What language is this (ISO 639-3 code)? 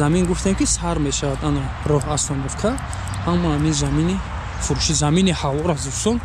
tgk